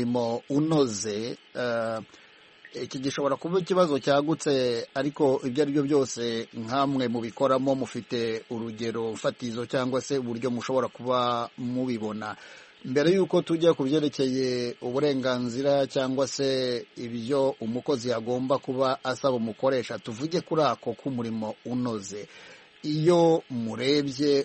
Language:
Kinyarwanda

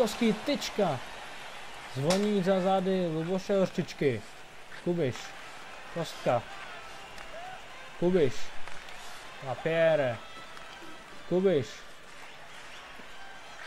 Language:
Czech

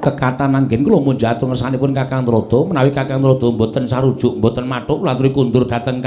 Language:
Javanese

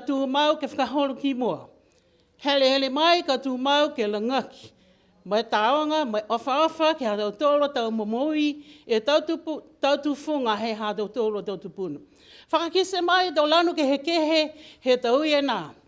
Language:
Niuean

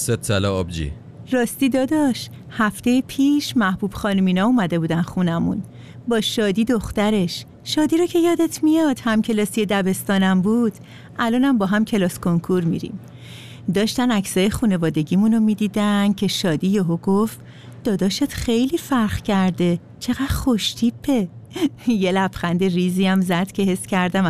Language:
Persian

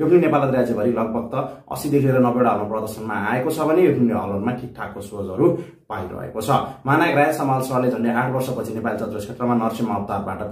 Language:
Nepali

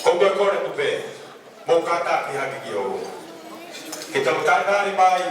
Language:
Tongan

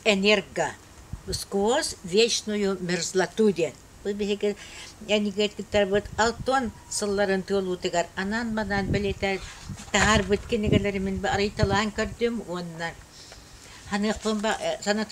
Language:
Yakut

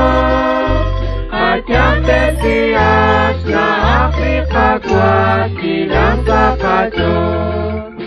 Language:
Kekchí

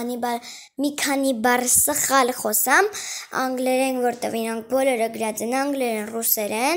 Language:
Armenian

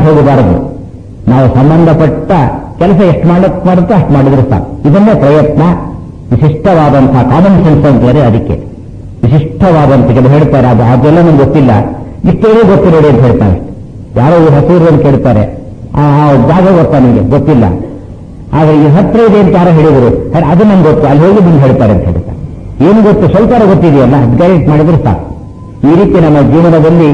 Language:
Kannada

